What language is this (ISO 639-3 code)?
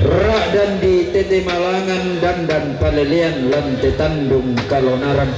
sda